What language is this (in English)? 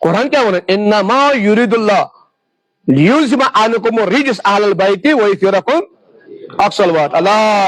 Kashmiri